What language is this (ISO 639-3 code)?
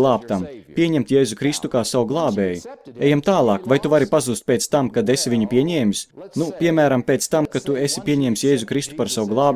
lav